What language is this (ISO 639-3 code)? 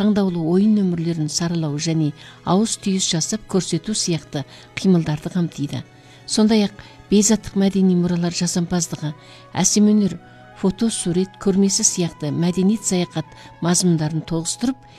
kaz